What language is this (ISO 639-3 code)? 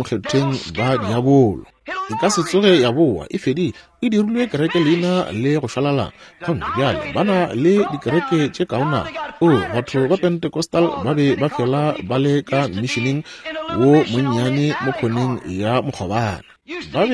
nso